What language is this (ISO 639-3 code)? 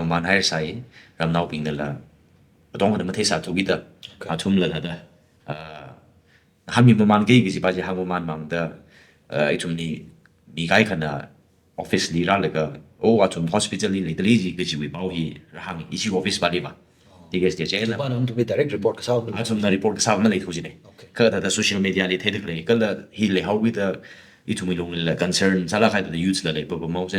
nmf